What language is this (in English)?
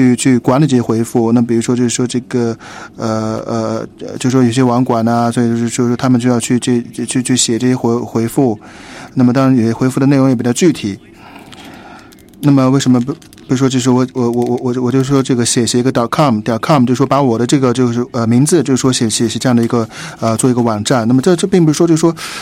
Chinese